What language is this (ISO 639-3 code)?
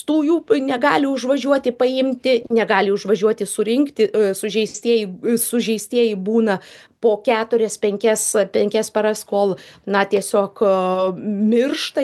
lit